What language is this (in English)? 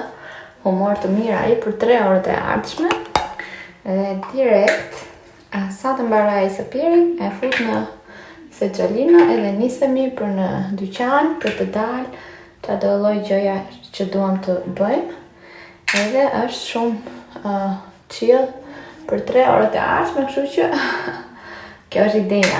Albanian